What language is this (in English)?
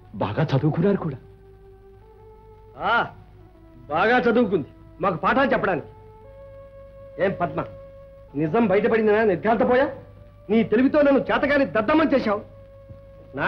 Telugu